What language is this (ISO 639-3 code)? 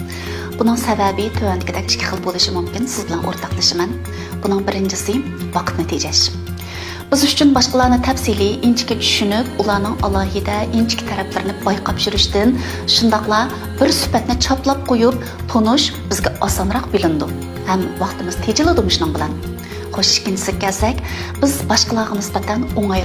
uig